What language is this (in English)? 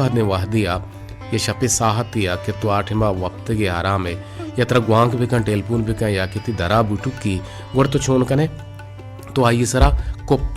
Baluchi